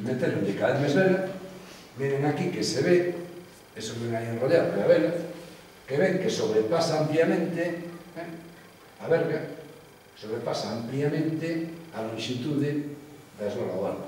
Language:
Galician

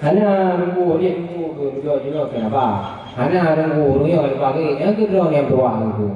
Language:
Achinese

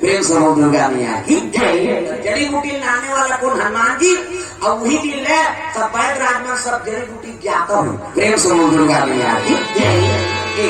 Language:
Chhattisgarhi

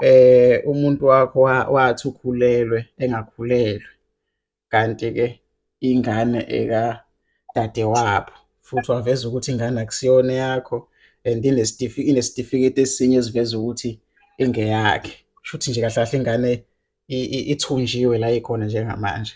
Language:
Zulu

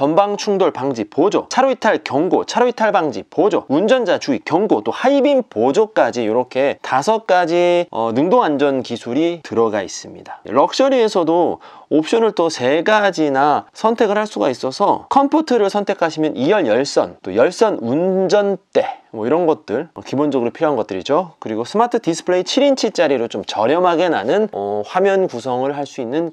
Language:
Korean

